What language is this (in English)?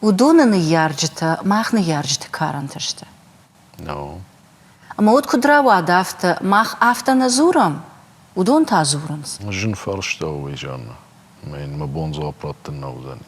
Ossetic